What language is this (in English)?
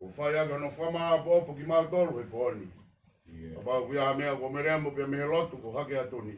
Tongan